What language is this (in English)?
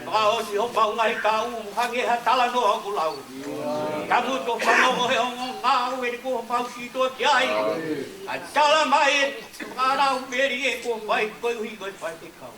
Tongan